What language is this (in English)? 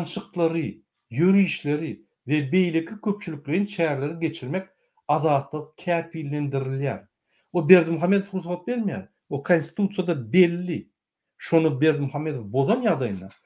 Turkmen